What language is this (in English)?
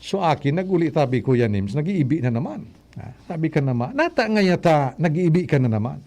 Bikol